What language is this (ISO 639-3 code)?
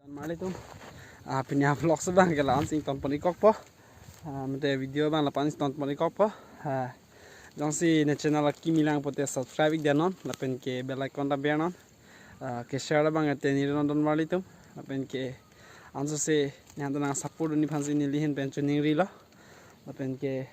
mjw